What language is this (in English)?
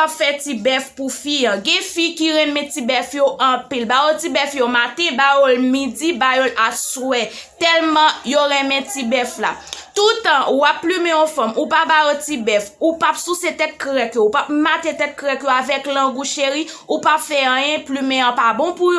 Haitian Creole